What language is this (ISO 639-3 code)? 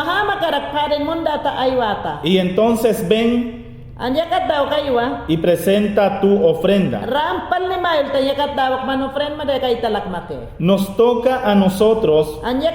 yan